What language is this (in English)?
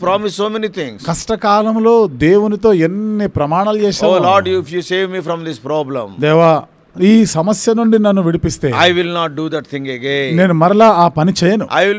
Telugu